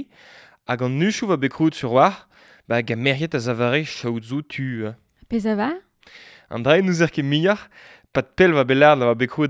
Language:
Breton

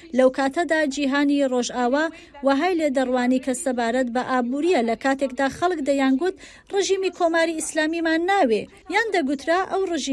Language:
Central Kurdish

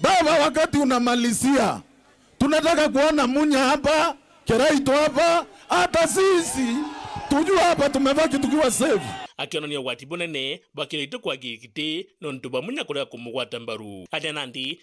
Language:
Meru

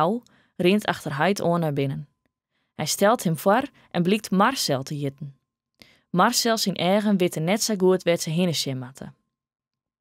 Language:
Western Frisian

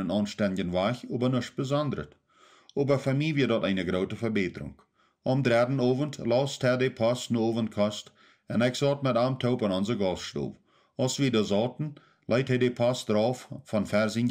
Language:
Plautdietsch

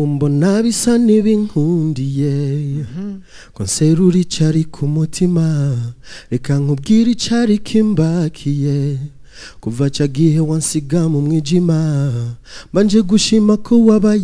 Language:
Rundi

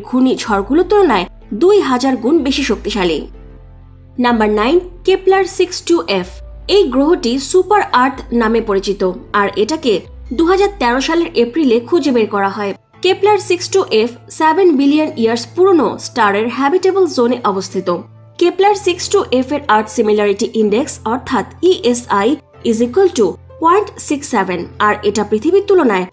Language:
Bangla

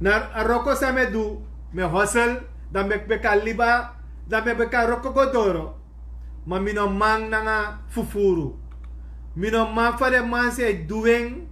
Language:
Sranan Tongo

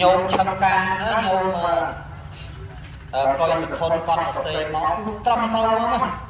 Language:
Khmer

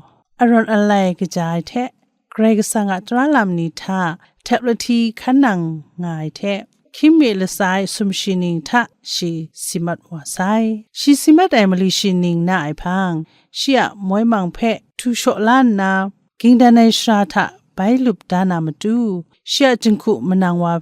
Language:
Kachin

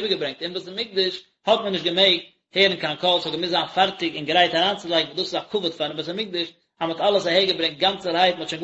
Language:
Yiddish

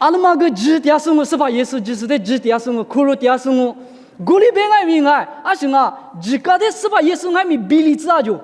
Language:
Lisu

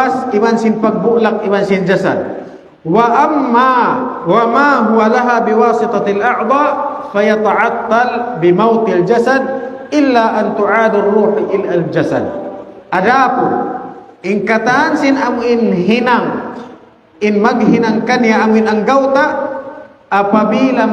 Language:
Tausug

